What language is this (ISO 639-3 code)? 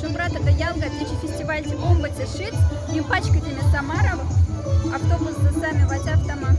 mdf